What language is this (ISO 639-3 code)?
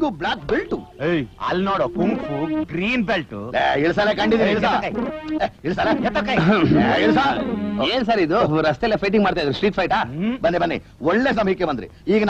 kan